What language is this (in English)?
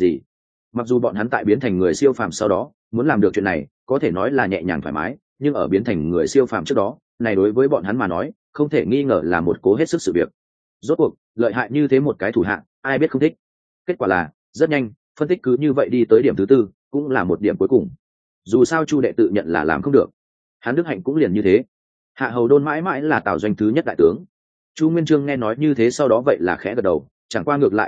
Vietnamese